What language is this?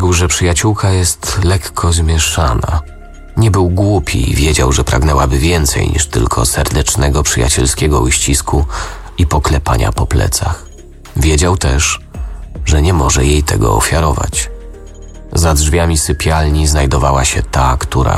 Polish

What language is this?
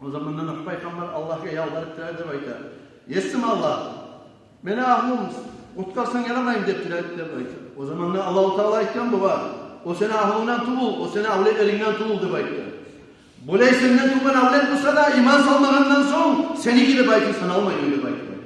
Kumyk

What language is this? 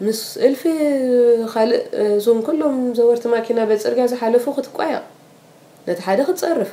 Tigrinya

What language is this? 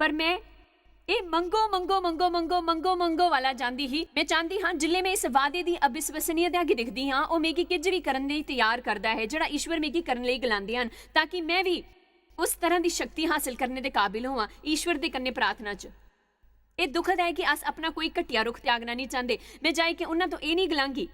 Dogri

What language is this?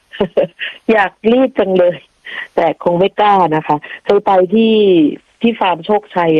Thai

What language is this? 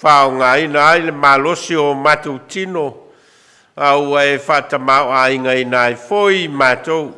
Samoan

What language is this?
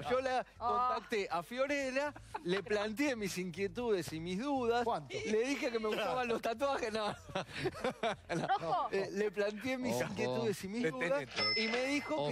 Spanish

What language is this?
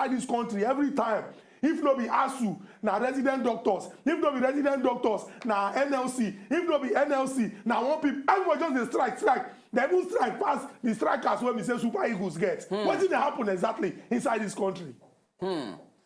Nigerian Pidgin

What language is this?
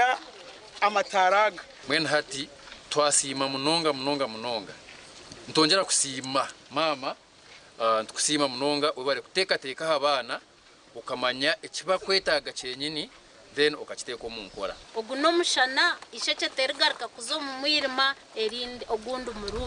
Nyankole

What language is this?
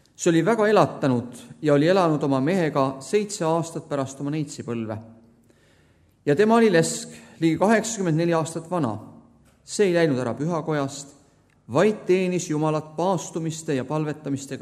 Estonian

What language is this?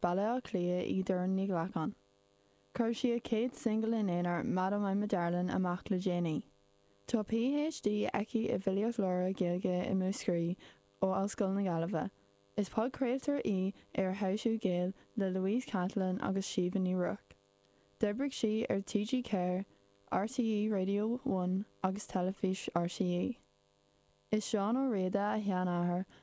Irish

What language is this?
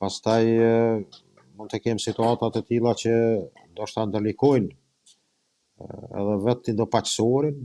Albanian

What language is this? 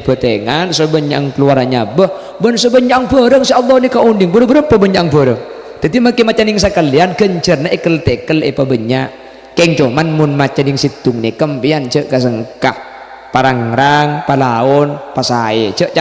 Madurese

